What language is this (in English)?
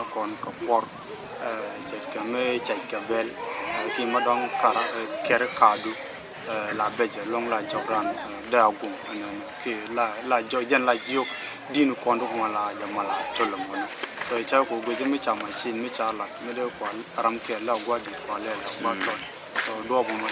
Nuer